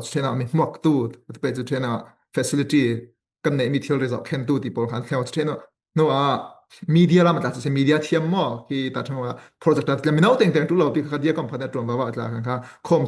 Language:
Falam Chin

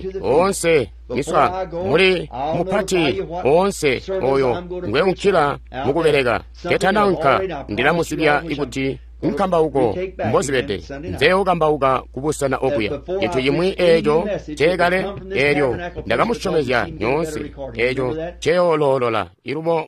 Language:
Tonga (Zambia)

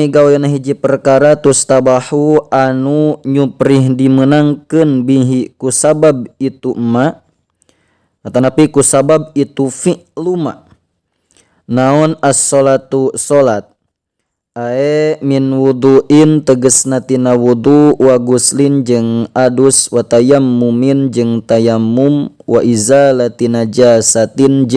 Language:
Sundanese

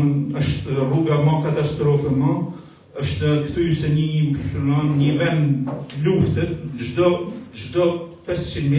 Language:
Albanian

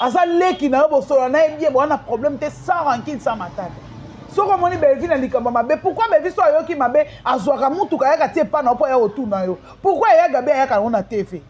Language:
Lingala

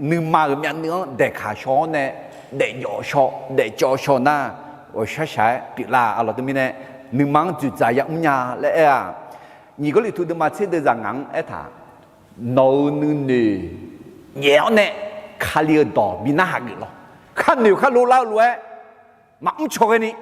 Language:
Akha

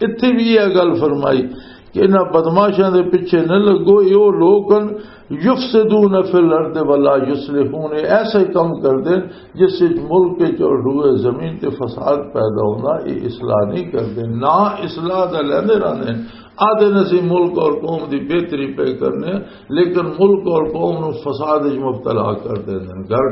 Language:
Western Panjabi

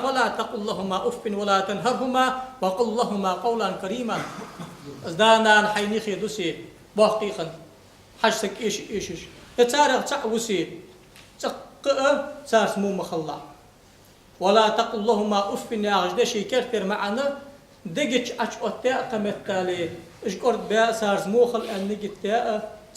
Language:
Ingush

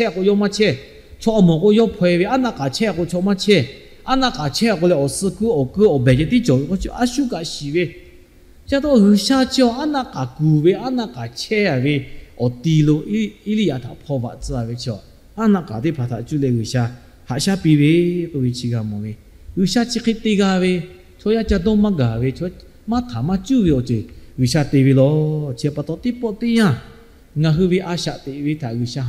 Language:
Lahu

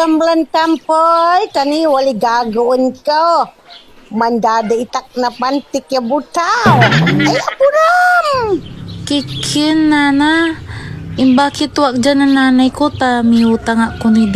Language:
Pangasinan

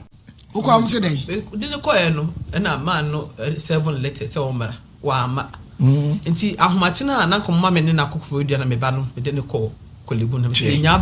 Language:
Akan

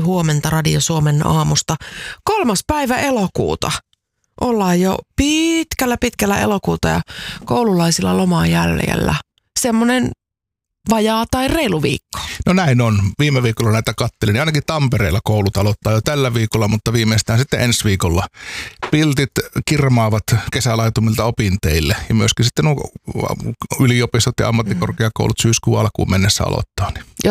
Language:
Finnish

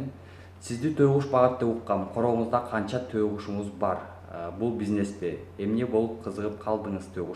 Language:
Kyrgyz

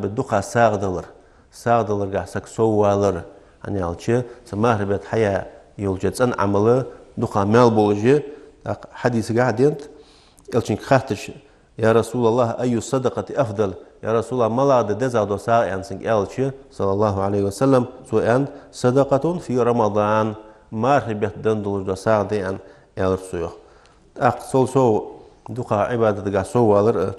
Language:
Ingush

